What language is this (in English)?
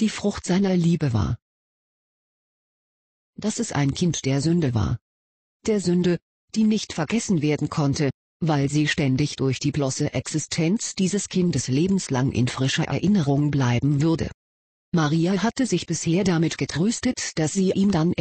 German